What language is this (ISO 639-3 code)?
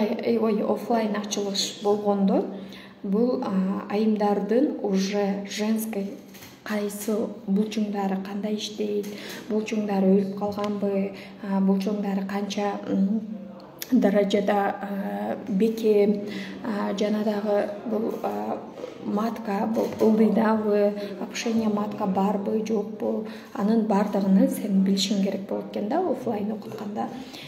kir